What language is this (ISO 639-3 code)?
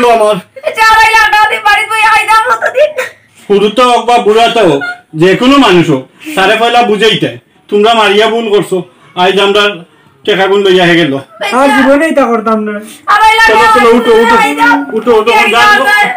syl